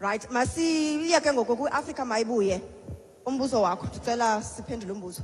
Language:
Xhosa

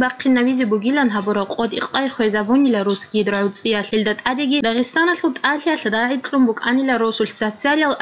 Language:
Avaric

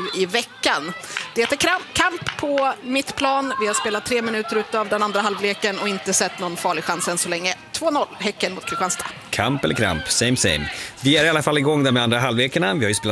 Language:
Swedish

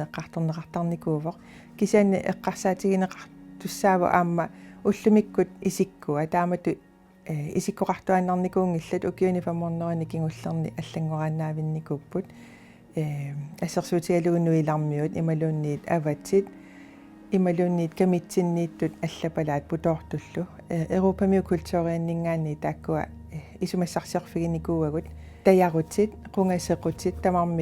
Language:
Kalaallisut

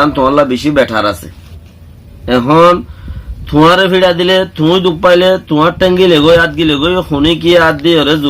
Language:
Rohingya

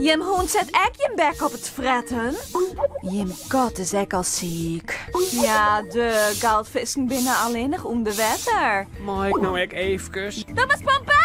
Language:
Western Frisian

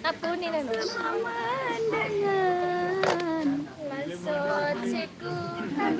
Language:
Sasak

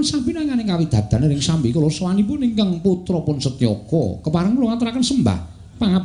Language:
Javanese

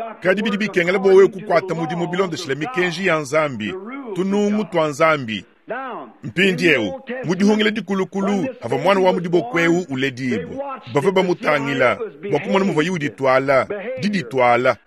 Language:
Luba-Lulua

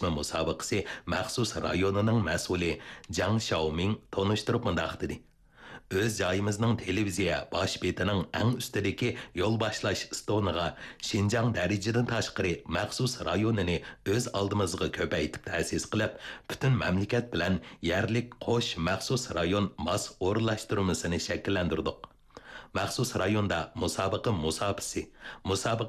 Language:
Uyghur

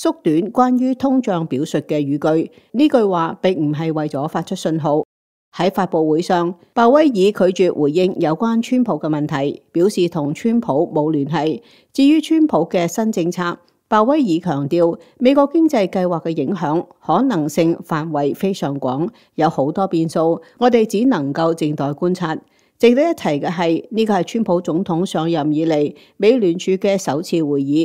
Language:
Cantonese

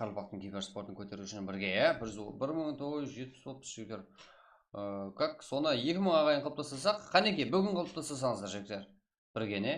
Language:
Kara-Kalpak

